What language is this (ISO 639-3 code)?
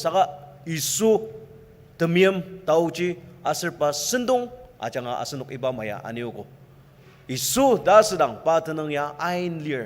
njo